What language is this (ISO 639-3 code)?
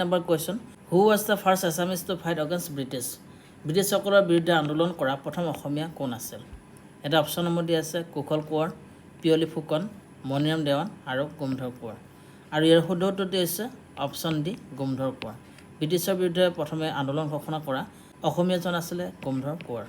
asm